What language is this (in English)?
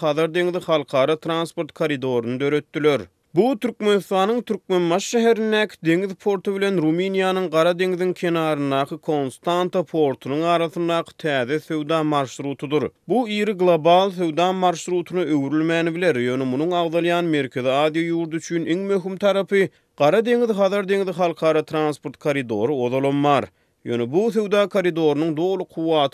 Turkmen